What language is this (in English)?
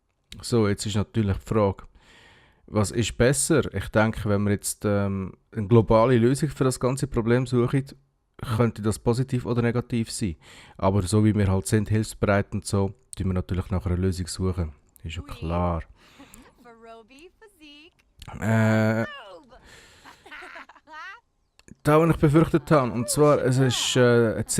Swiss German